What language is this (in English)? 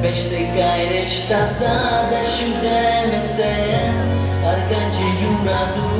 Chuvash